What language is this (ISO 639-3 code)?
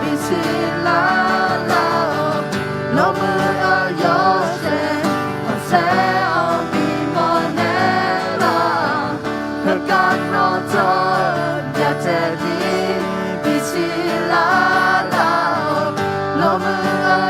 ahk